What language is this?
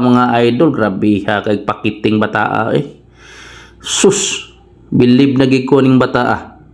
Cebuano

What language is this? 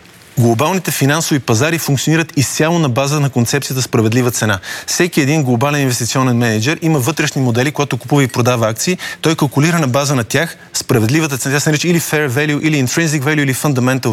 Bulgarian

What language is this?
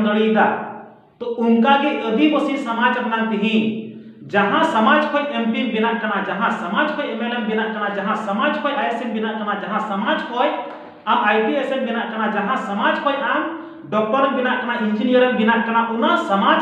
Santali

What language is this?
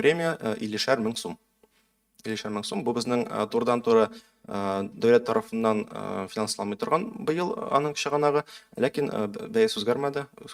Tatar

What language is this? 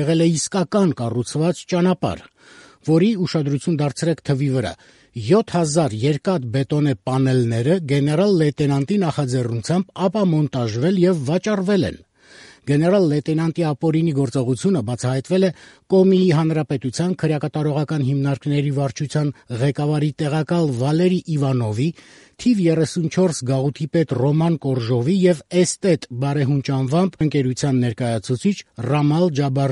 Armenian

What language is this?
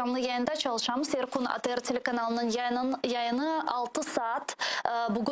Crimean Tatar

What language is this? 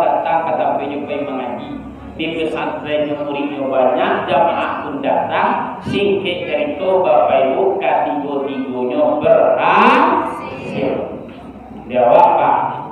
Minangkabau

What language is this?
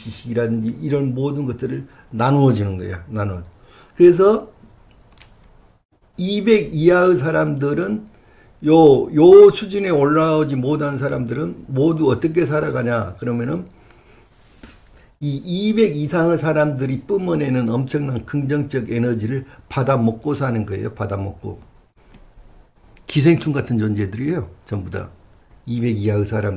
Korean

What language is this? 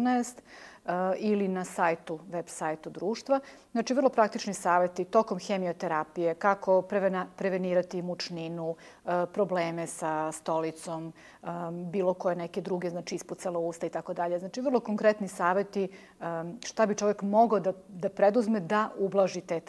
Serbian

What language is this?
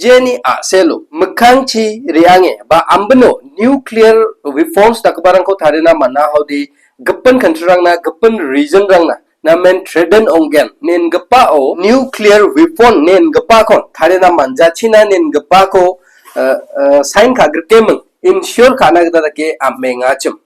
Garo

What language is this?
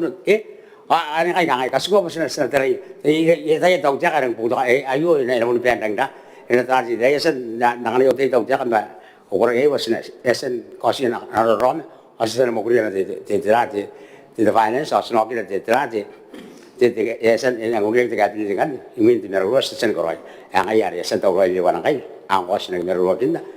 Gilbertese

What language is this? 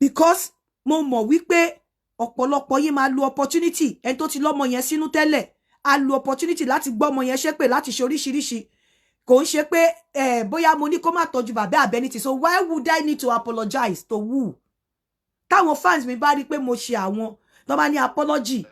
Yoruba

